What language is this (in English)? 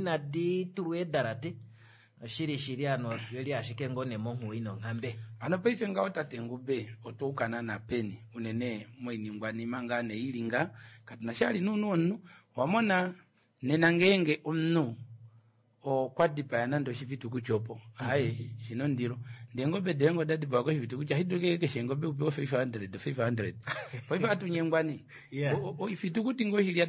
Kuanyama